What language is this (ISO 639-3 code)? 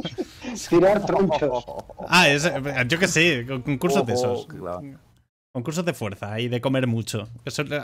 spa